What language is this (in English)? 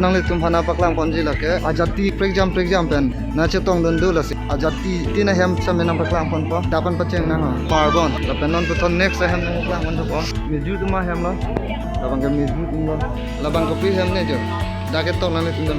Karbi